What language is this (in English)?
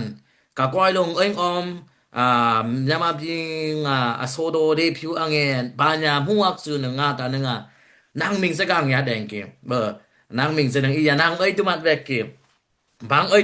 Dimasa